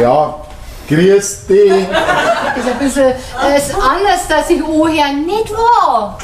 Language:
Bavarian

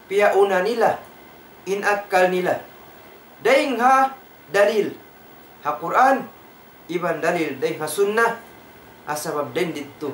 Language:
Tausug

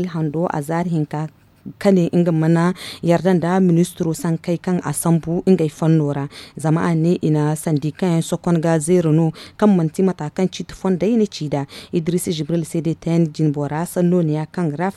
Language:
Zarma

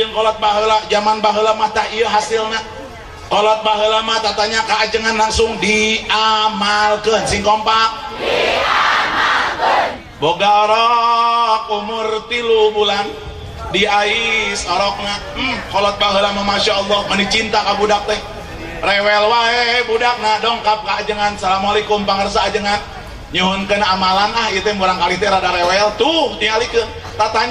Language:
Sundanese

